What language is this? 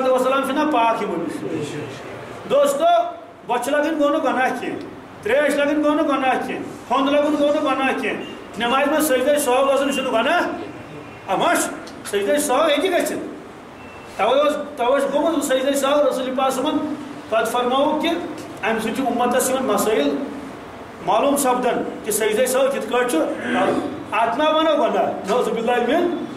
Kashmiri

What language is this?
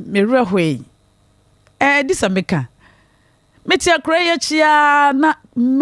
Akan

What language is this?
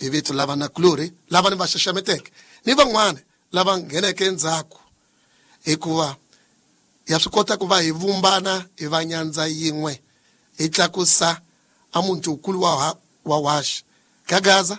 Tsonga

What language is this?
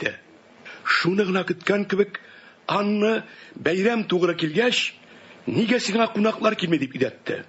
Tatar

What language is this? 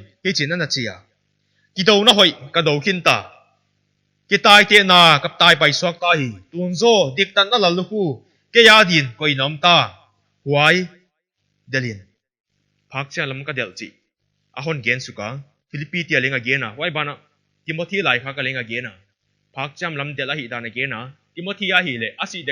Paite Chin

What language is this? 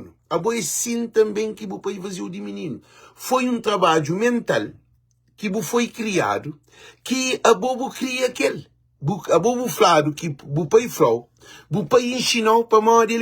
Kabuverdianu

